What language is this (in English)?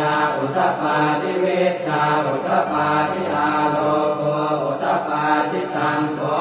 Pali